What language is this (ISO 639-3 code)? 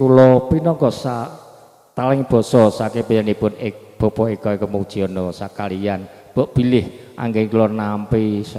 jav